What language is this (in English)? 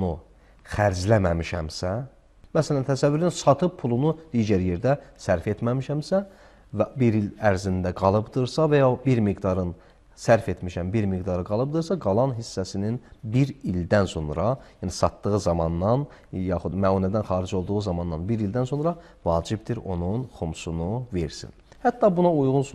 Azerbaijani